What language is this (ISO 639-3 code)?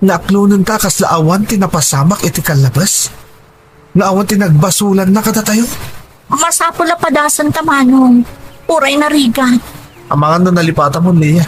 ilo